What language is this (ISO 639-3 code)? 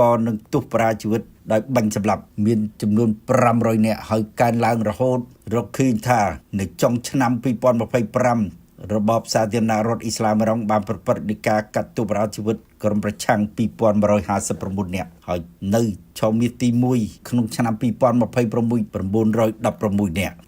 khm